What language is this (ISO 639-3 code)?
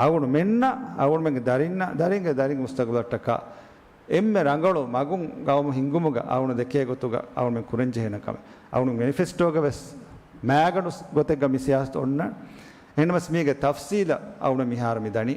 div